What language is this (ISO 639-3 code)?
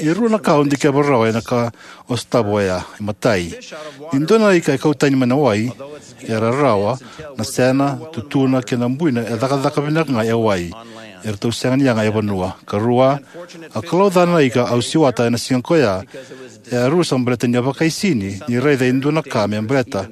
fij